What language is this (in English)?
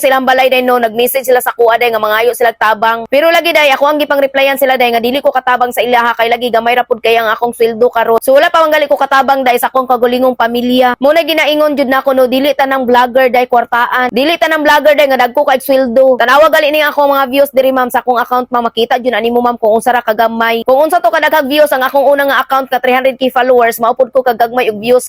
Cebuano